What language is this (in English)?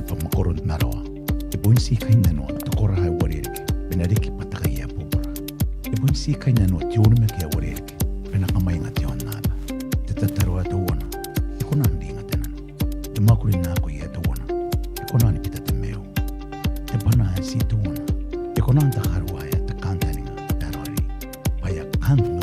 Gilbertese